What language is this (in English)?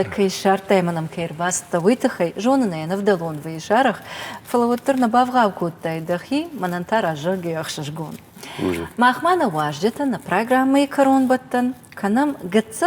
Ossetic